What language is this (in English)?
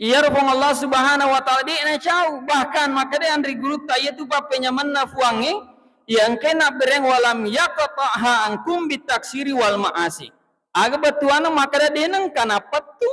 Buginese